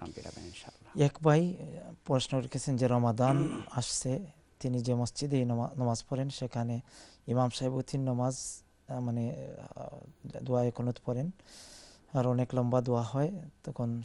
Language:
Bangla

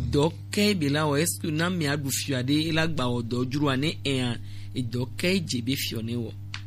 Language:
Gen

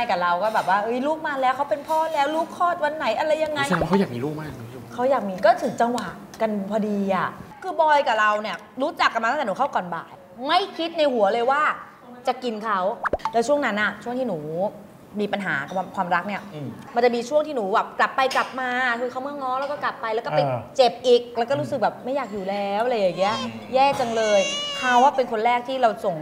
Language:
Thai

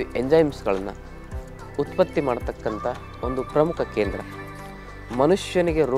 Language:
Kannada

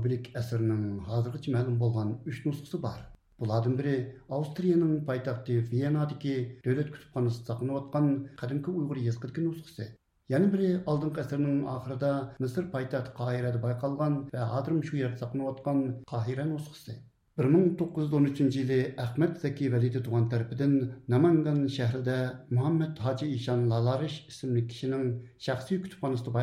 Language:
Uyghur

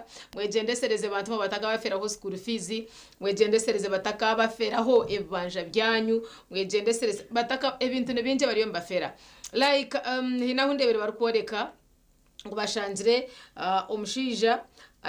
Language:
Nyankole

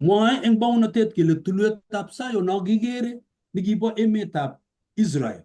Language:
Kalenjin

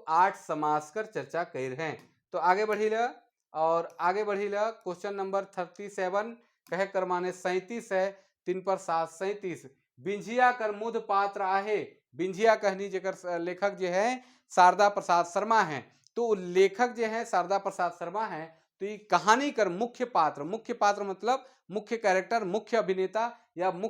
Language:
Sadri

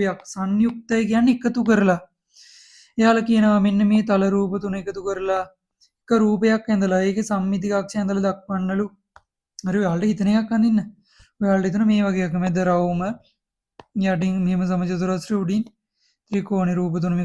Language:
Sinhala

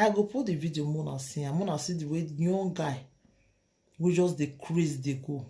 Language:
Nigerian Pidgin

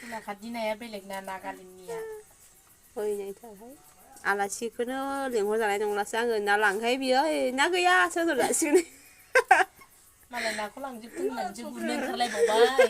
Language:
Bodo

